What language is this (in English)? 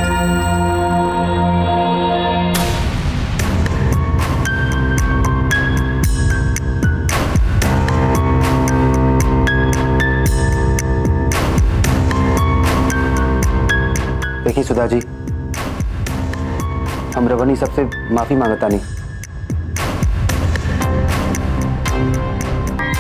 Bhojpuri